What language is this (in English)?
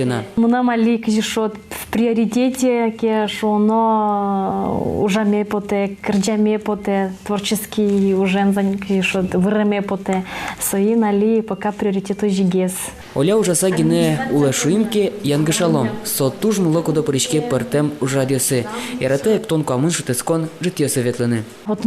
Udmurt